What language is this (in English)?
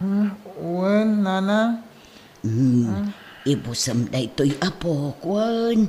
Iloko